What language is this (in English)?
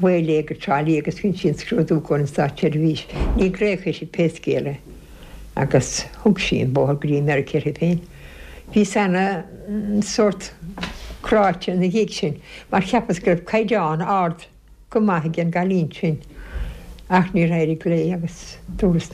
Irish